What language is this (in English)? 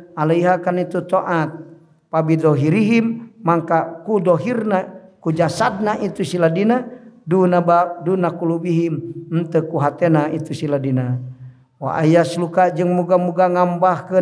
Sundanese